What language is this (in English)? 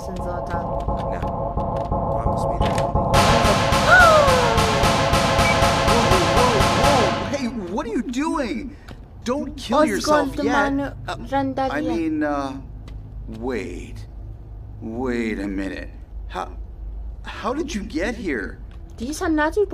South Azerbaijani